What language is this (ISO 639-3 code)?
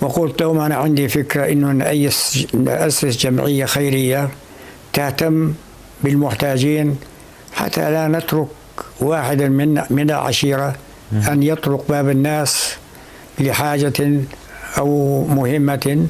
apc